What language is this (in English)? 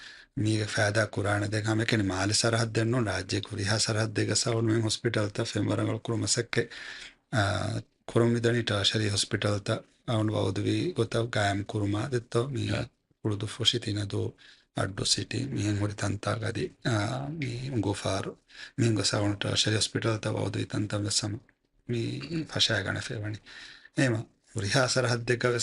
Divehi